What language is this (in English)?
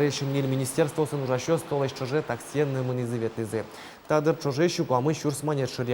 Udmurt